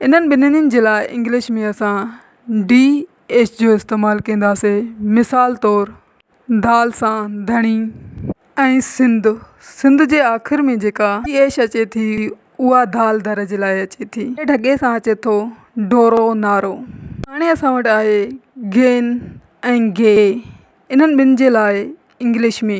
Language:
Sindhi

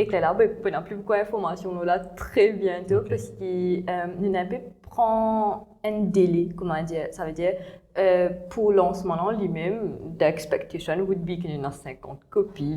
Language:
Morisyen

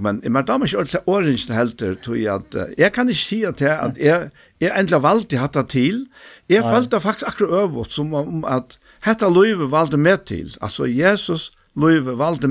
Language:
Faroese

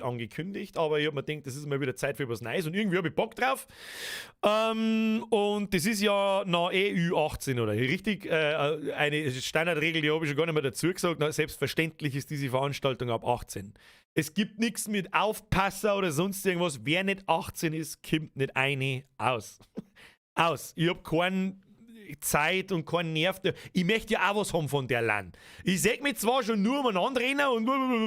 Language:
Bavarian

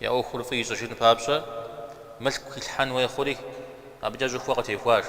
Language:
Kabardian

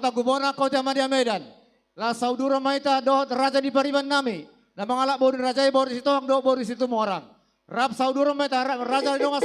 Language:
Batak Toba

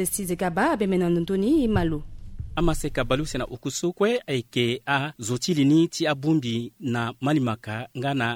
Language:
Sango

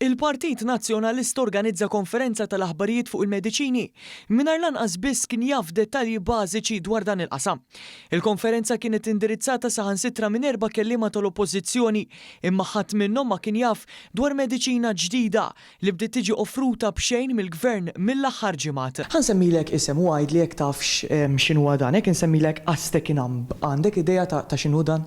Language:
Maltese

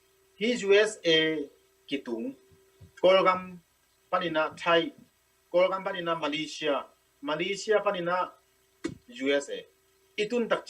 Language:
Tedim Chin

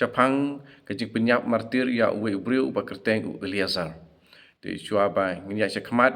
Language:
Khasi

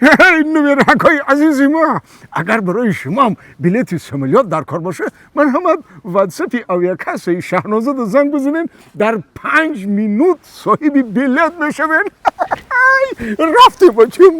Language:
Tajik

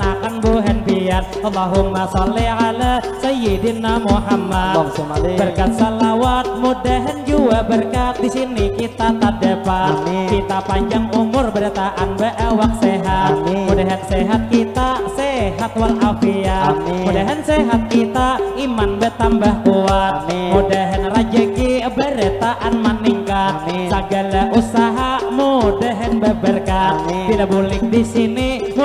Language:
Banjar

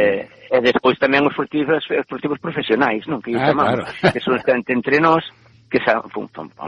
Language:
Galician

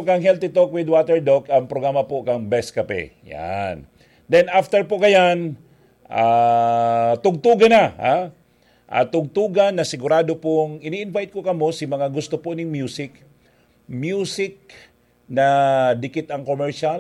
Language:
Bikol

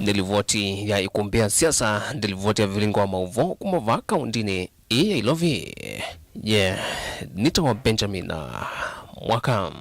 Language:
Kamba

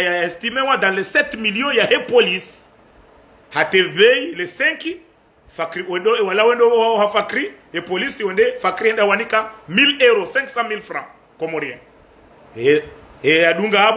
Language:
Ngazidja Comorian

